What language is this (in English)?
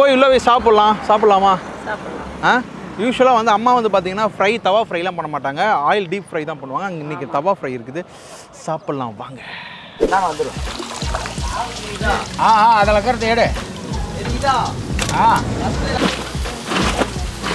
Tamil